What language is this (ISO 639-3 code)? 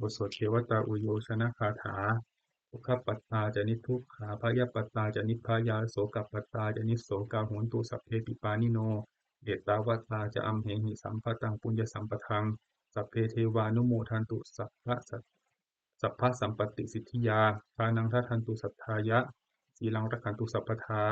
pli